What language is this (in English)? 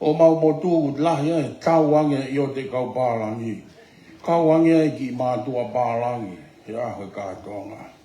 Tongan